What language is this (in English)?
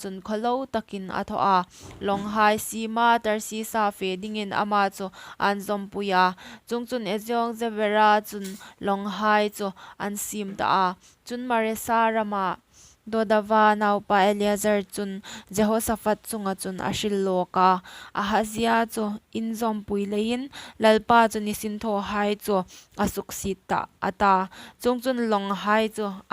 Hmar